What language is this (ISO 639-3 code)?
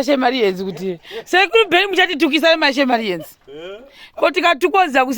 sna